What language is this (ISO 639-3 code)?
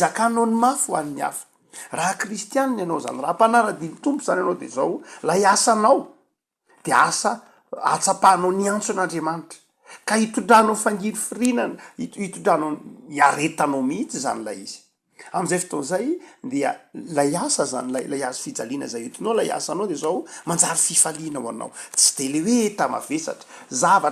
mlg